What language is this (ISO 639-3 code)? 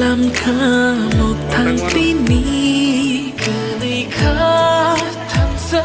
trp